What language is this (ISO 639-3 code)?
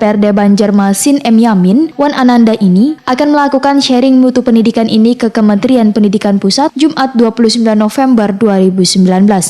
bjn